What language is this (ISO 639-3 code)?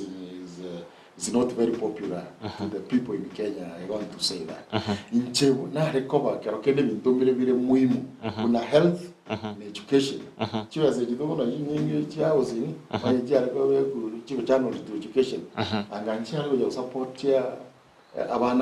guz